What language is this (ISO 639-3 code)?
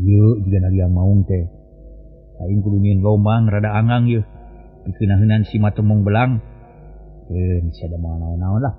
sun